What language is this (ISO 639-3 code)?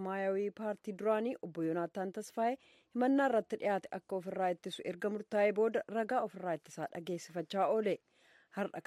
orm